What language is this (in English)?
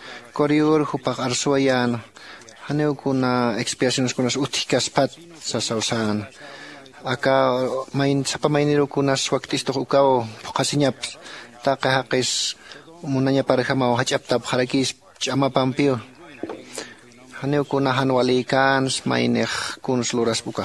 Aymara